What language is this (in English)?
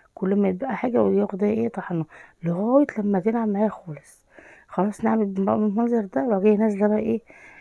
Egyptian Arabic